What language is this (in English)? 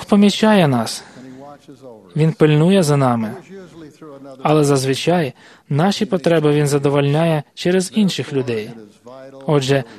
Ukrainian